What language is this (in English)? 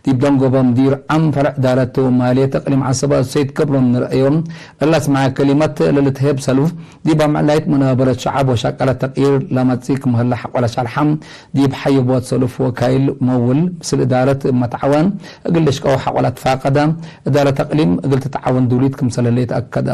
Tigre